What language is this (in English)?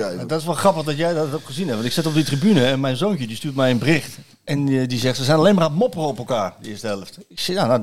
Dutch